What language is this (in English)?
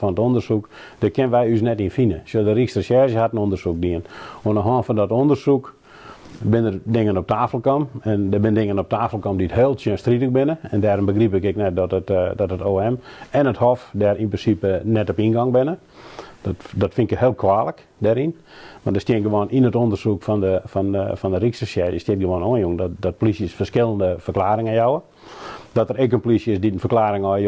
Western Frisian